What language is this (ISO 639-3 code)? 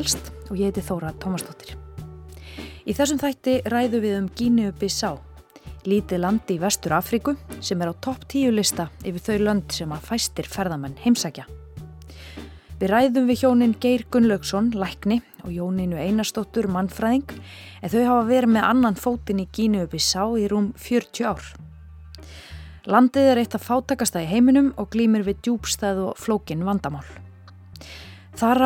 isl